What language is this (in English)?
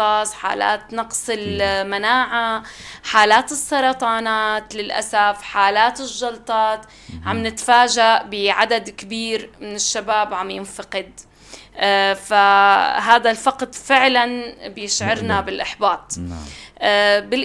North Levantine Arabic